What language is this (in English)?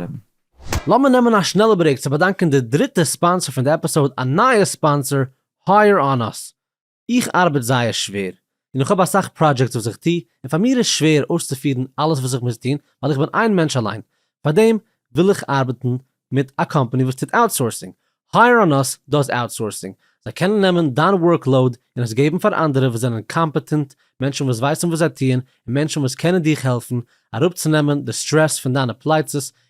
Yiddish